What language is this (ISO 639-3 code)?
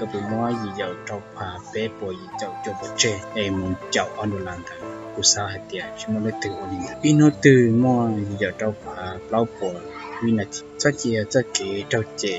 hmn